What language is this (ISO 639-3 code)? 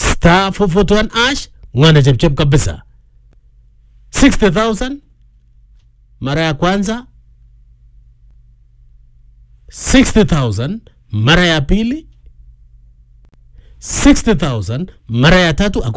swa